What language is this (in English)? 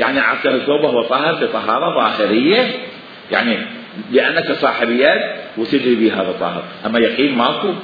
Mesopotamian Arabic